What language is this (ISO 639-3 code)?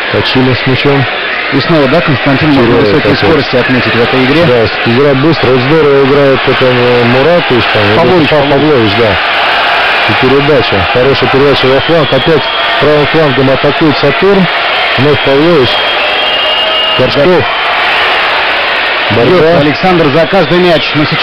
rus